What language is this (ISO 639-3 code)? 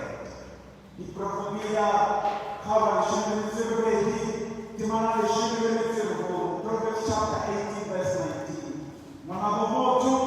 sot